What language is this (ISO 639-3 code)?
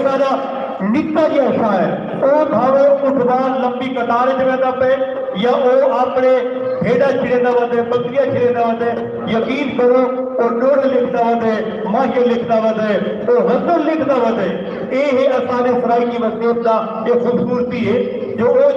skr